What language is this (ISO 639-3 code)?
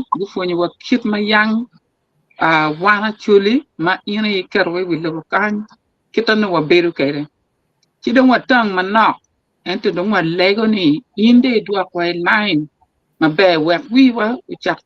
ach